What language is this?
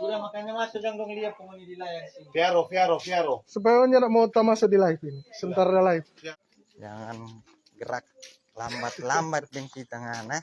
Manado Malay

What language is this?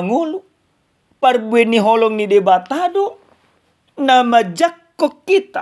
Batak Toba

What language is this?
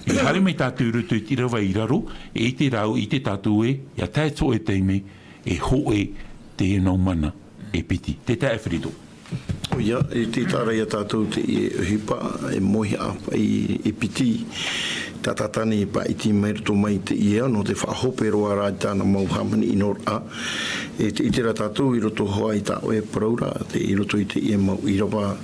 Tahitian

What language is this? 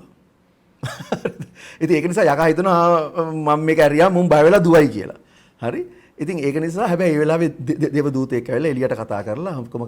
Sinhala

